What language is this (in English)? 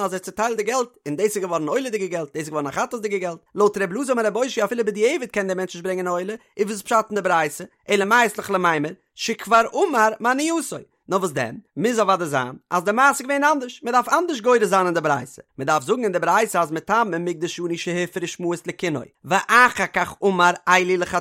Yiddish